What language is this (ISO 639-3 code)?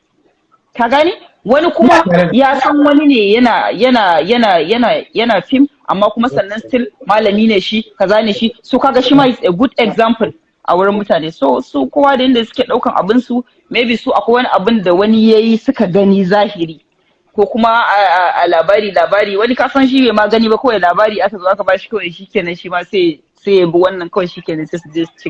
hau